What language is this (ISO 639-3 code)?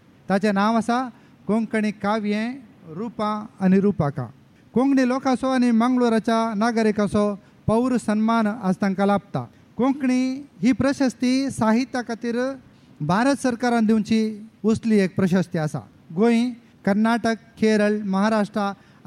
kok